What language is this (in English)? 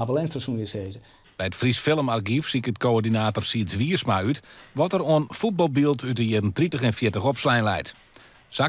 Western Frisian